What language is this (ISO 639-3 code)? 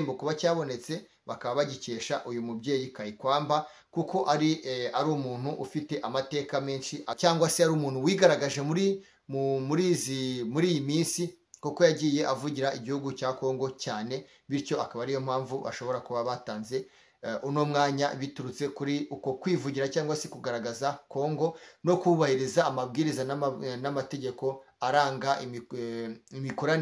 kin